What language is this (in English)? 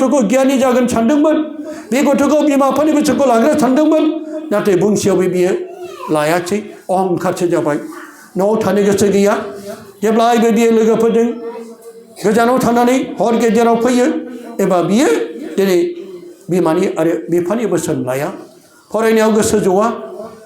Bodo